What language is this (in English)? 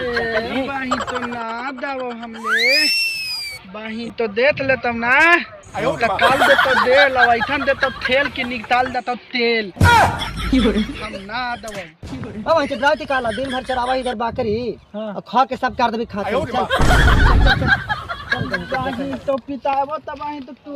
Magahi